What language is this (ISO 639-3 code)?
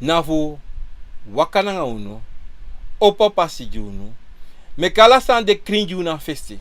srn